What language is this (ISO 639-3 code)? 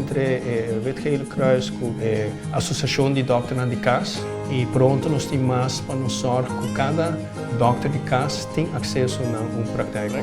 pap